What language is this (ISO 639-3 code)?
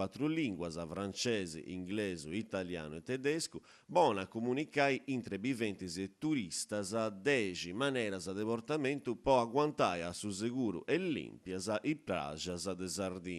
srd